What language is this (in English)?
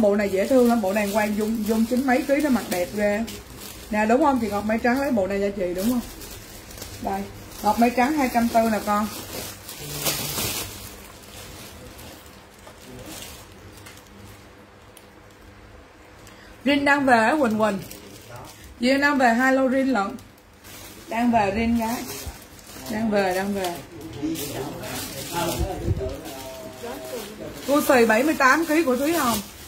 Vietnamese